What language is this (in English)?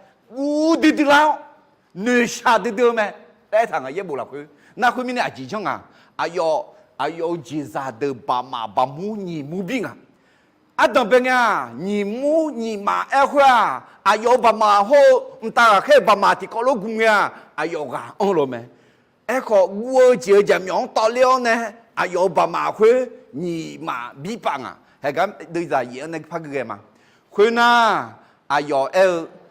Akha